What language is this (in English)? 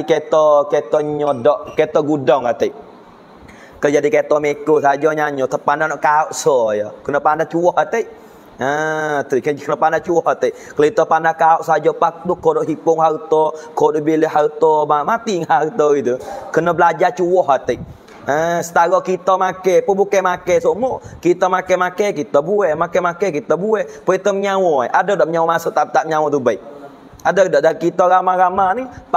Pattani Malay